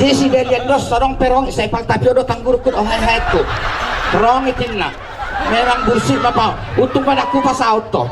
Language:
Batak Toba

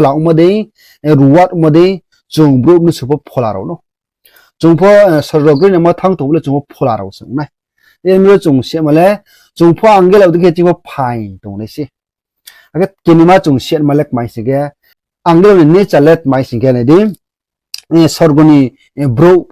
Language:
Riang (India)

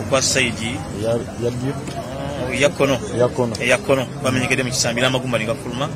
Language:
Ganda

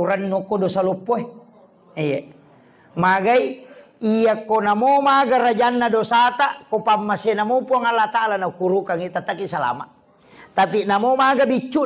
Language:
Buginese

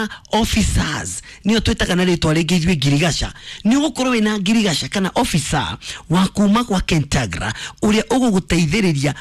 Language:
Kikuyu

